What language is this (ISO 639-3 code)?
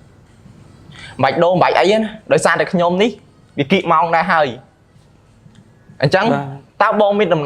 khm